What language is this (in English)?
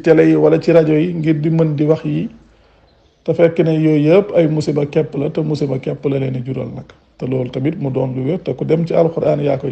Wolof